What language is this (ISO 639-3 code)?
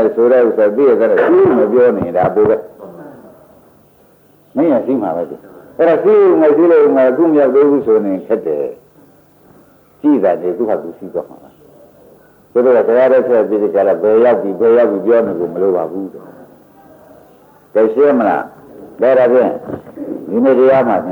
mya